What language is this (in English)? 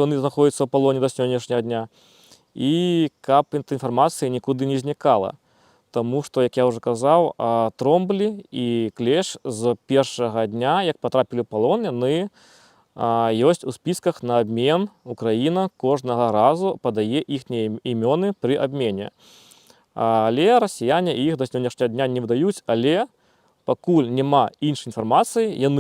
Belarusian